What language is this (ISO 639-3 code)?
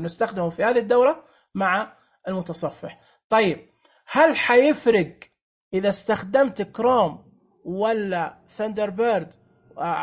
ars